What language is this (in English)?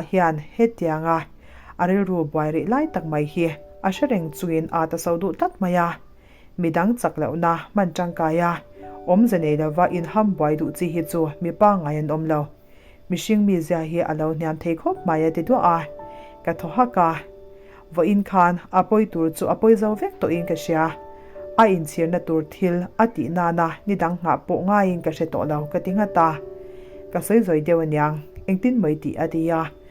Mizo